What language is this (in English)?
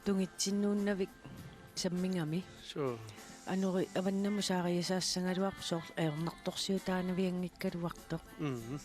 Kalaallisut